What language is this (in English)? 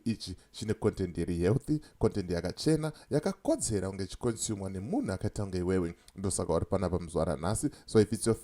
Shona